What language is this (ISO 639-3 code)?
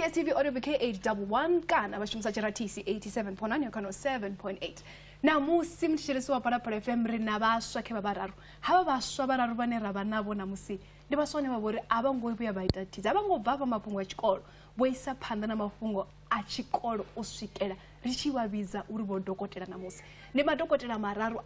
ven